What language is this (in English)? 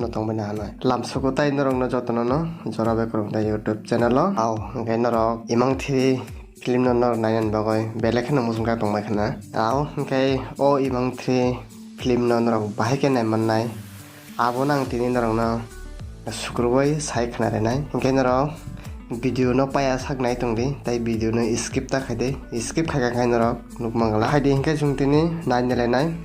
Kok Borok